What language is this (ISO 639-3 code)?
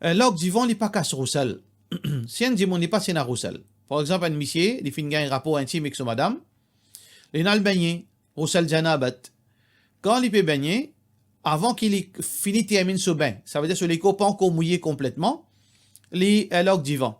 mfe